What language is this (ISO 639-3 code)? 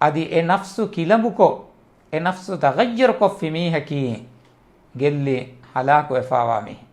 div